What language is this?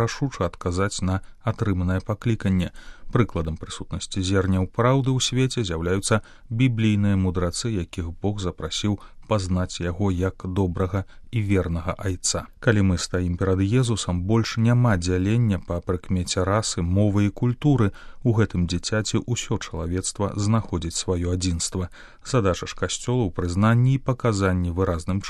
Belarusian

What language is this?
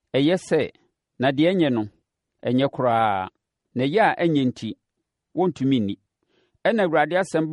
Akan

